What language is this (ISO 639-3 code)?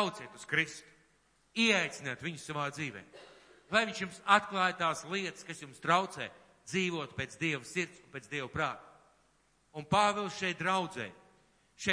lav